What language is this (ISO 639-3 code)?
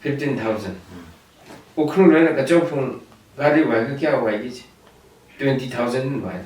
nmf